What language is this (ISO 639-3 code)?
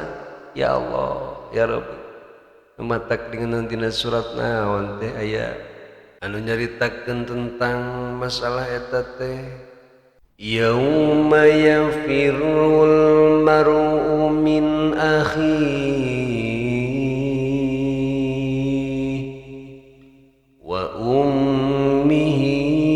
sun